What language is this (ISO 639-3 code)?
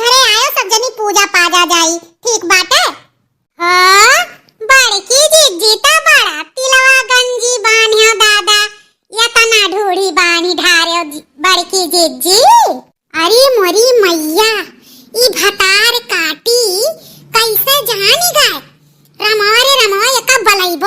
awa